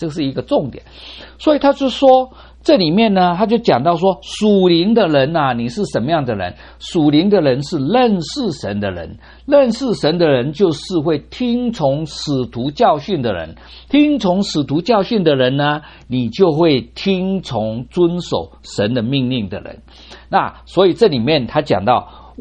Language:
Chinese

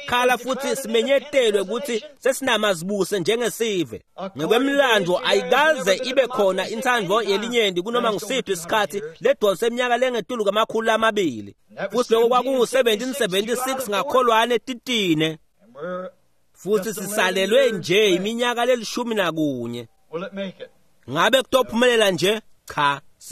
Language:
Swati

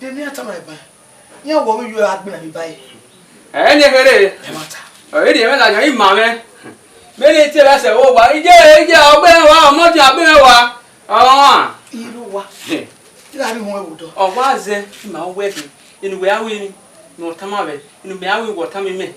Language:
Bini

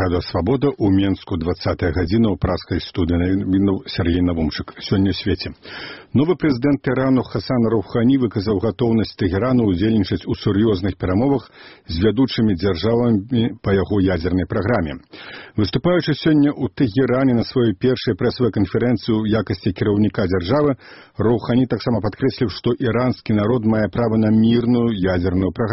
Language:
Belarusian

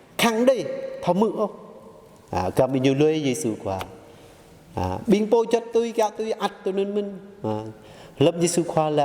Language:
Jarai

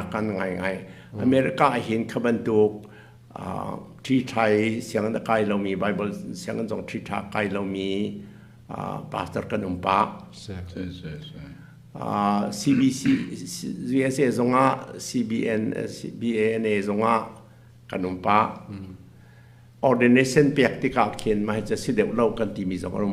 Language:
Hakha Chin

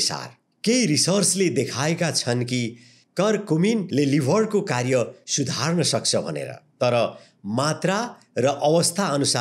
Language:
Nepali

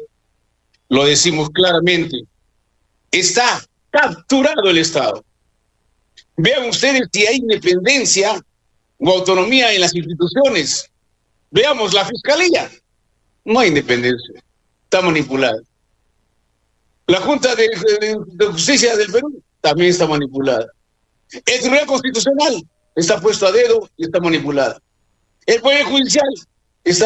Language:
Spanish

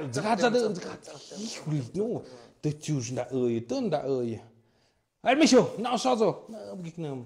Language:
Tlahuitoltepec Mixe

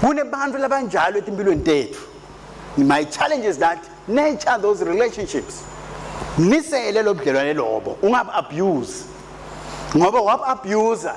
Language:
Swati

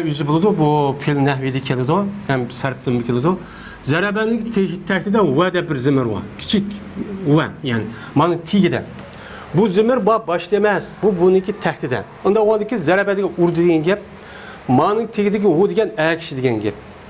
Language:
Uyghur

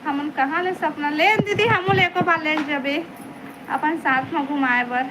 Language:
Chhattisgarhi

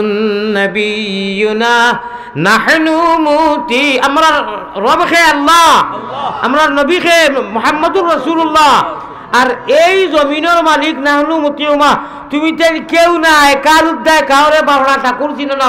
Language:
Sylheti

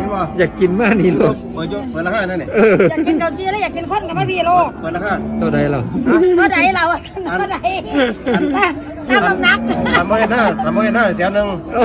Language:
Lao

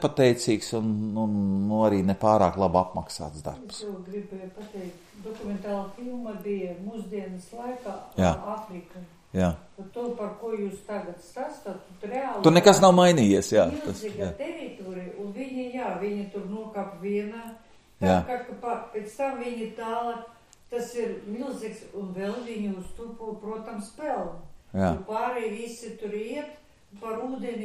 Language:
Latvian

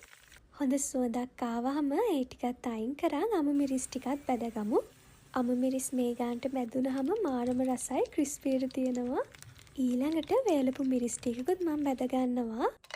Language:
Sinhala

